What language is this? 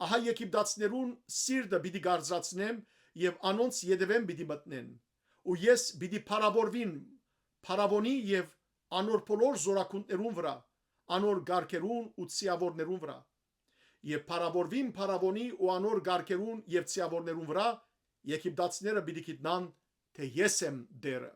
Western Armenian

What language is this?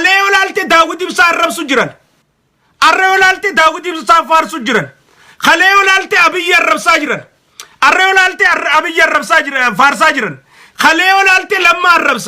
Oromo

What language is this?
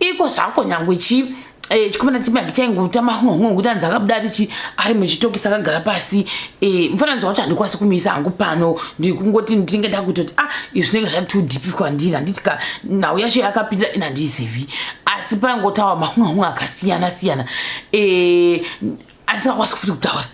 Shona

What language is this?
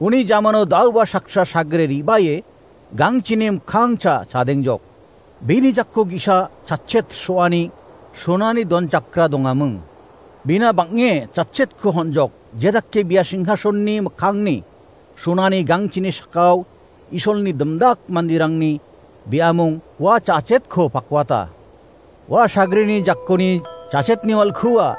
Garo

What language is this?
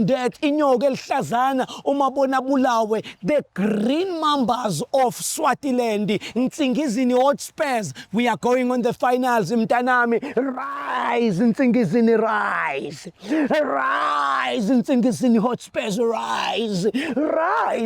Zulu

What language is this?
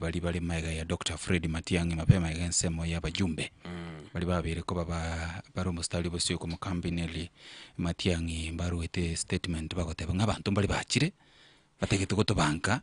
Gusii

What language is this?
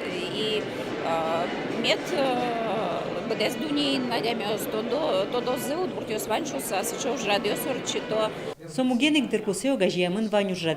Udmurt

